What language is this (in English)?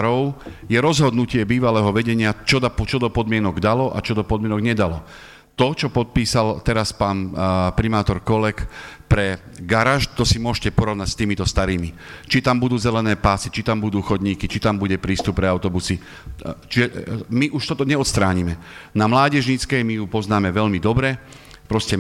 Slovak